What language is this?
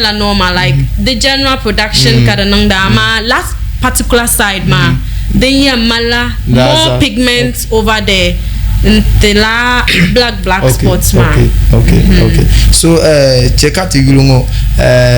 Dagbani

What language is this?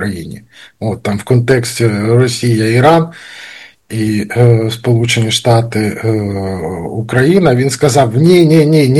Ukrainian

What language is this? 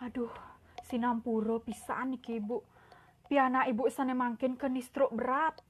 Balinese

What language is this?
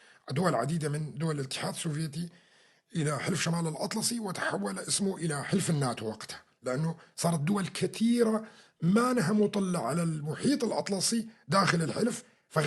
North Levantine Arabic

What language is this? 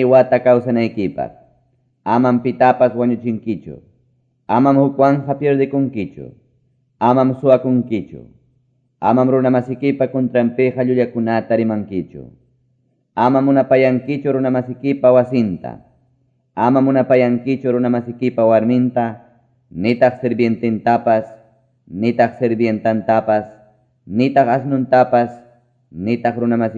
Quechua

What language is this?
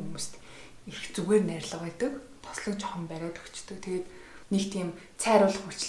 Mongolian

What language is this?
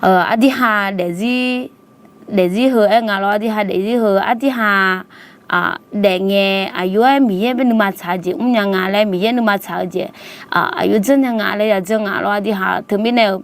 Akha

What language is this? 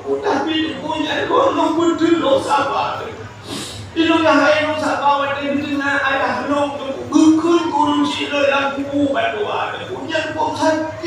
Achinese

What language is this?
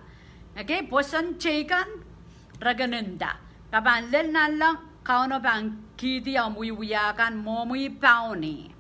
Pohnpeian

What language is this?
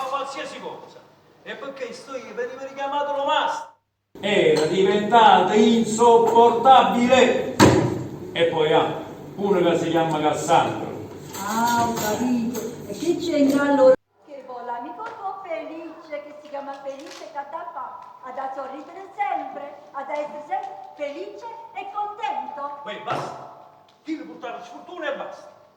Neapolitan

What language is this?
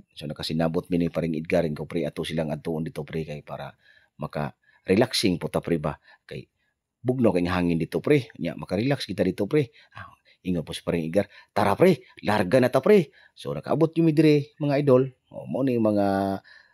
Cebuano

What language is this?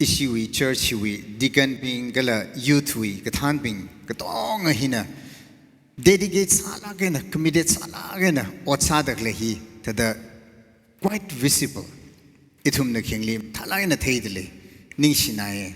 Tangkhul Naga (India)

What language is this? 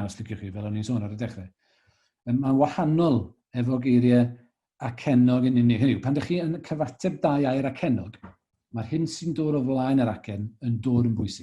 Welsh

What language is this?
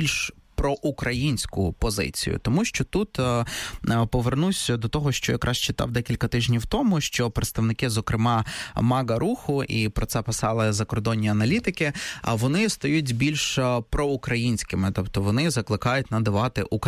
Ukrainian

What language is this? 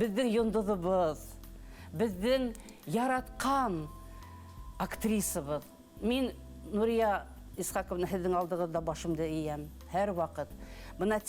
Bashkir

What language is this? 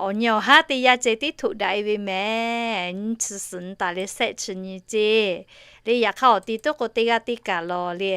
Lahu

